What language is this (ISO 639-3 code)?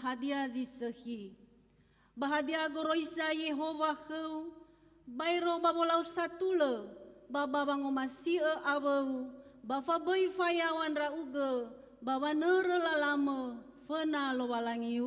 nia